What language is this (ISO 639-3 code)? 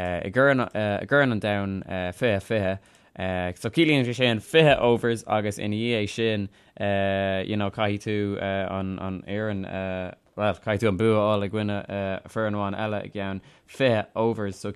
gle